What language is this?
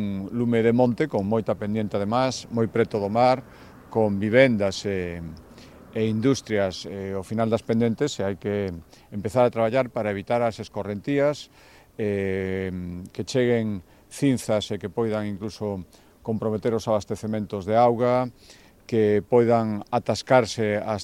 Galician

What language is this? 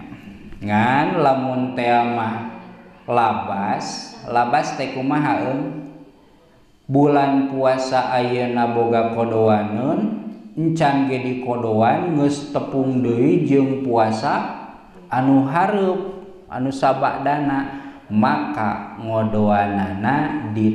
Sundanese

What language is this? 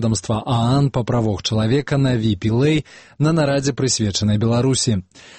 Belarusian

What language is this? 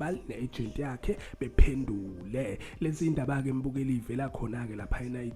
Zulu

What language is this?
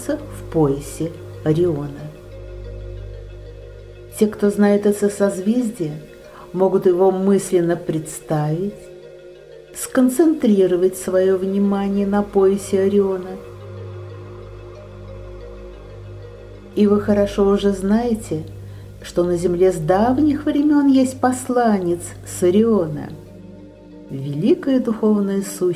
Russian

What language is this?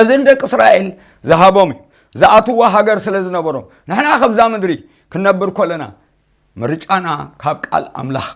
Tigrinya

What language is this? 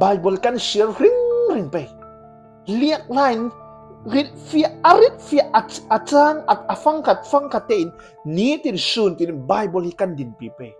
Falam Chin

